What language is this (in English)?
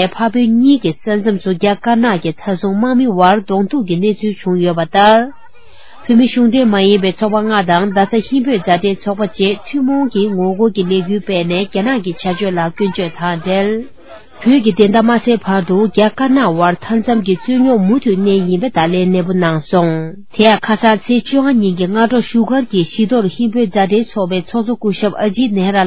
Tibetan